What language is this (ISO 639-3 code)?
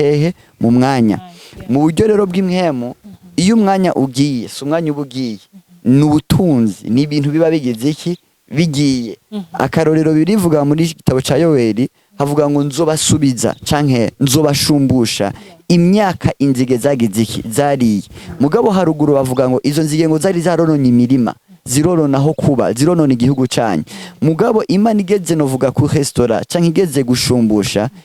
run